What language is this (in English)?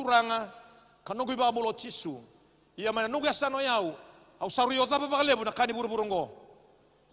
Fijian